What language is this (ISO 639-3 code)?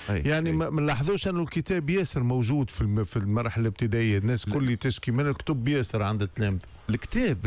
aeb